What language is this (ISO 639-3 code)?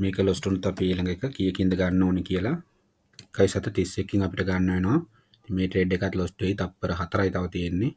sin